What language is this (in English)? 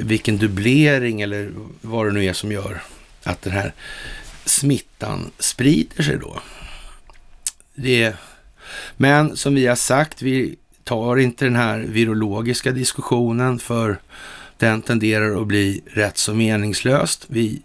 Swedish